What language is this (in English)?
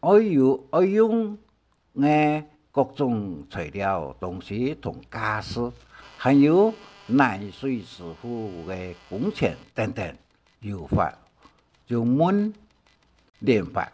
Hakka Chinese